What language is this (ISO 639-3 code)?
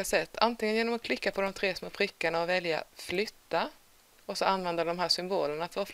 swe